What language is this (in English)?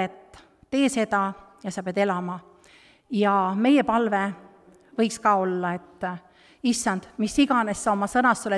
Estonian